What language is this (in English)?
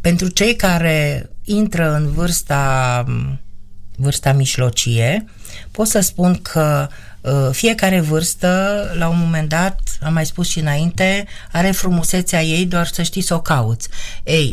Romanian